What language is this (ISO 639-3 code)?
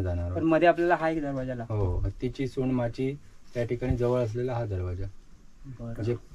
mar